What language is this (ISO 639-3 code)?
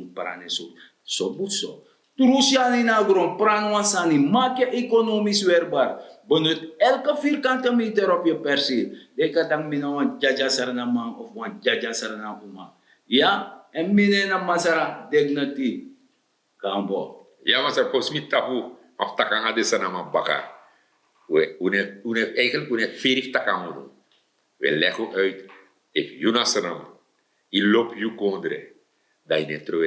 srn